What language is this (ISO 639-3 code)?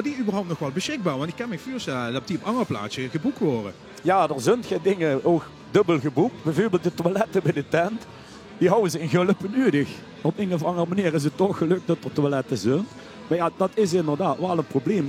lim